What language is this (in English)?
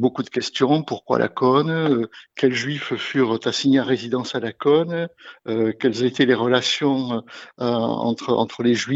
French